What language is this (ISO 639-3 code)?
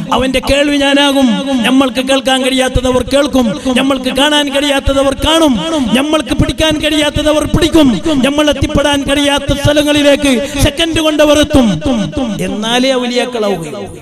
mal